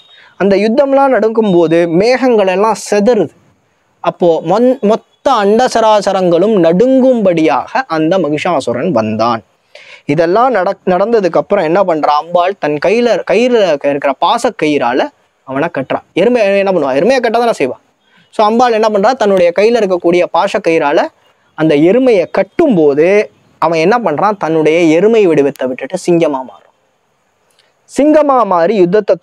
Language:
Tamil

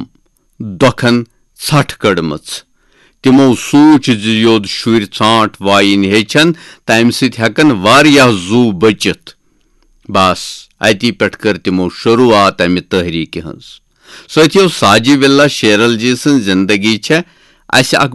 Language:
Kashmiri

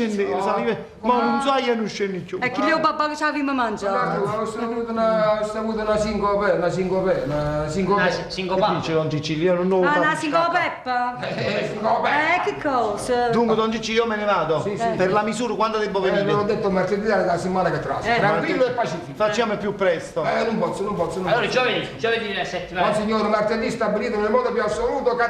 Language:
Neapolitan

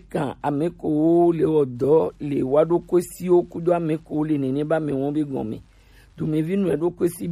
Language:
Gen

